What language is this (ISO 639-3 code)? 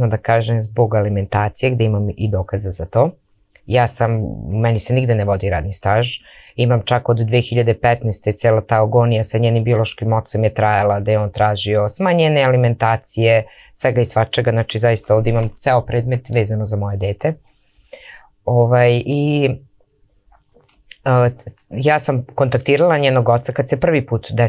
srp